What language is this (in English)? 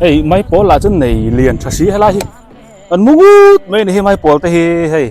Biete